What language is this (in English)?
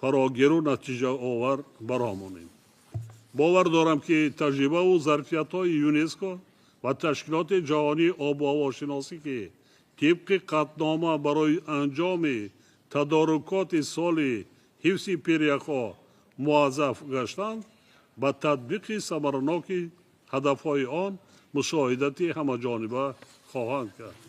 Tajik